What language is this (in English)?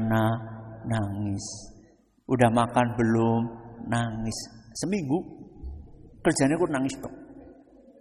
Indonesian